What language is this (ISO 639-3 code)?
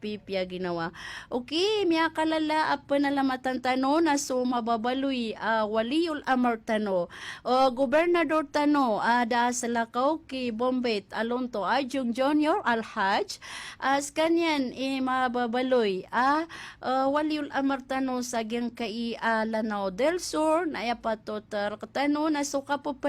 mrw